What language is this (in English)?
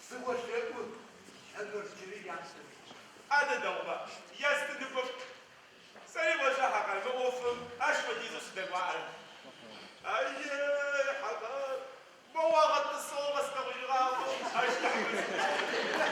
Adyghe